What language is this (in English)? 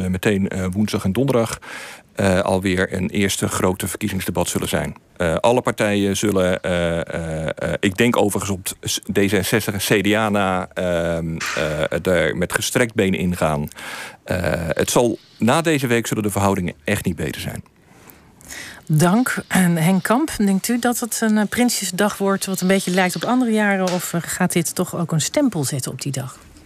Dutch